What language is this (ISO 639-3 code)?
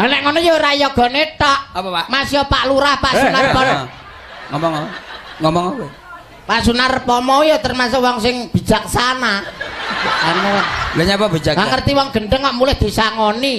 jav